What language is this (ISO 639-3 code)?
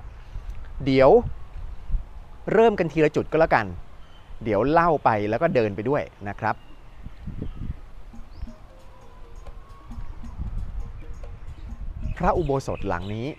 tha